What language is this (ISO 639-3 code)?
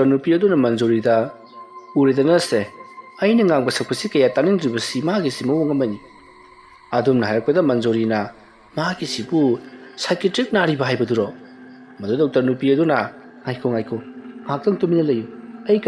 mni